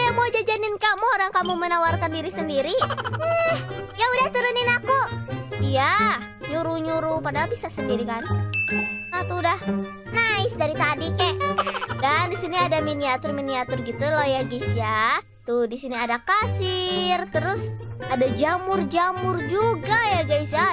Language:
Indonesian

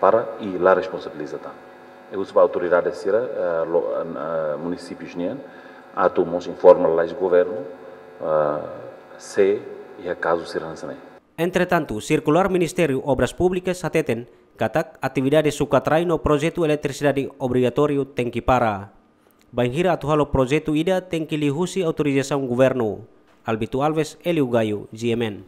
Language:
Tetum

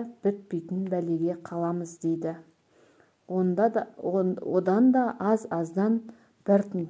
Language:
Kazakh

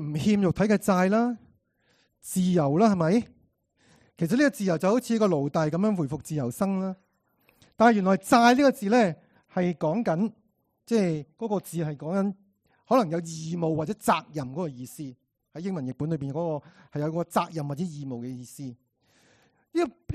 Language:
Cantonese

